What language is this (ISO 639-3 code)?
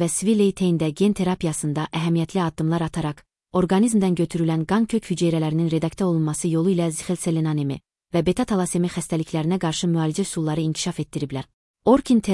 aze